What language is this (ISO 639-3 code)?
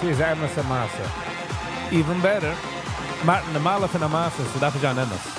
yid